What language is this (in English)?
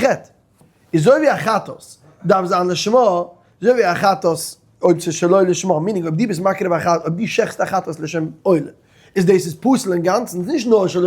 Yiddish